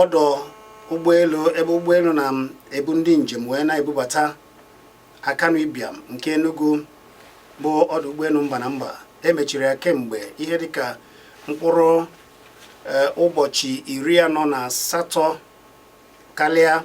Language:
Igbo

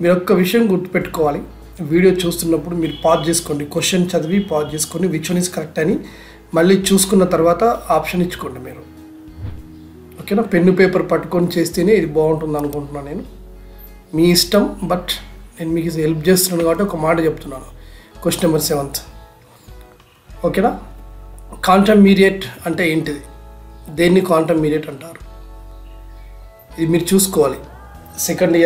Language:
Telugu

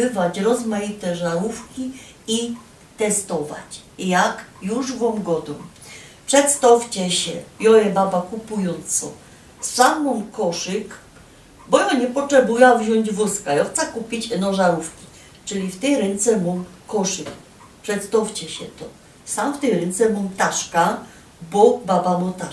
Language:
Silesian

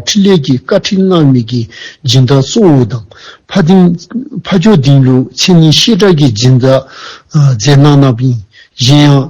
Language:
Dzongkha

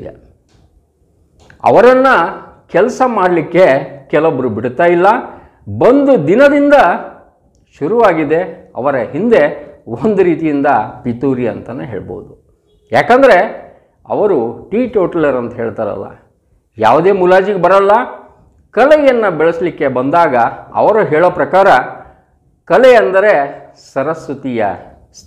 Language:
Kannada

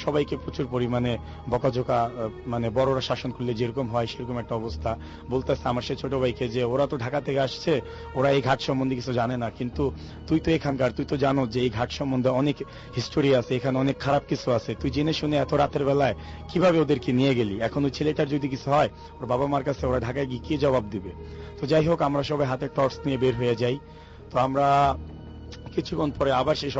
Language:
Bangla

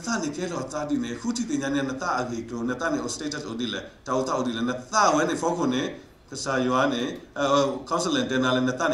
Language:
S'gaw Karen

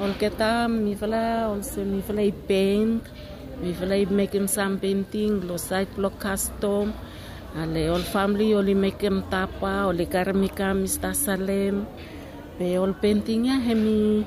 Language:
Bislama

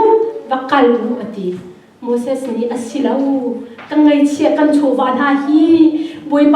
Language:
Hakha Chin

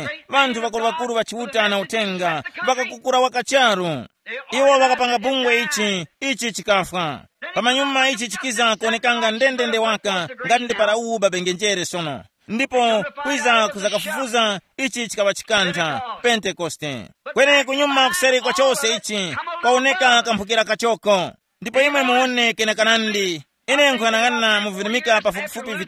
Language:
Tumbuka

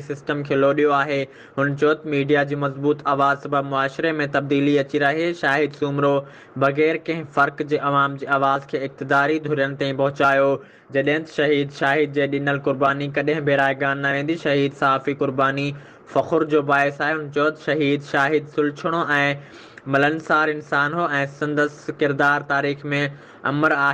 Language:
Sindhi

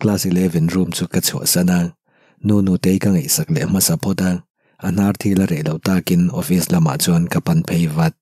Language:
Mizo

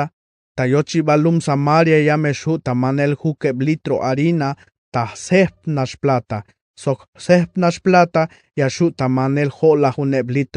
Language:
Tzeltal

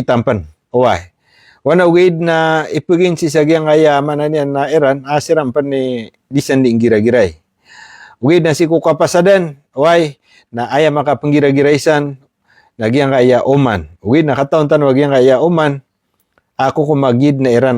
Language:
Maranao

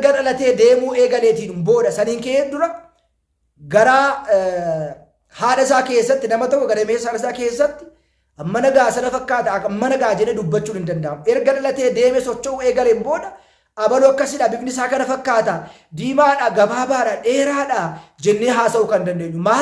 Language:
Oromo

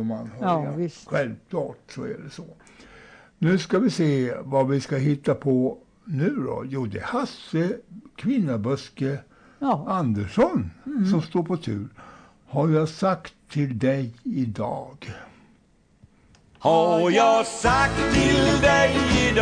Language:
Swedish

